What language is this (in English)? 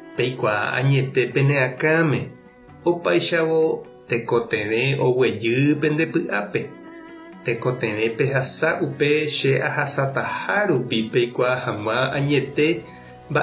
Guarani